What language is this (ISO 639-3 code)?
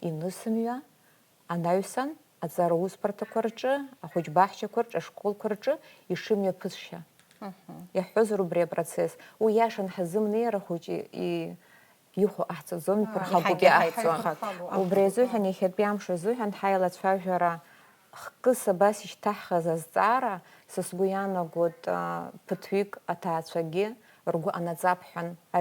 abk